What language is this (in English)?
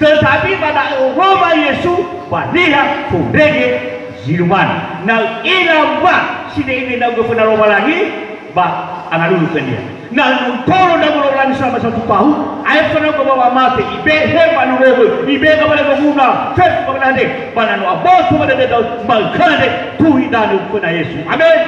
Nias